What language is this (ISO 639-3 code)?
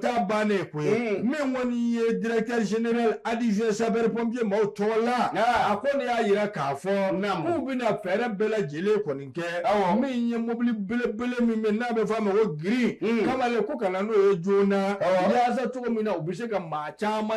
bam